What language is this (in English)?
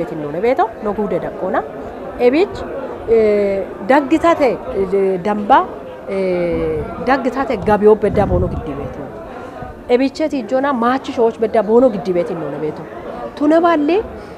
Kafa